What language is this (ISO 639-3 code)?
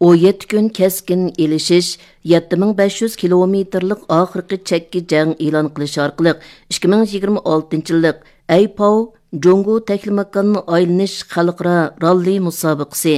uig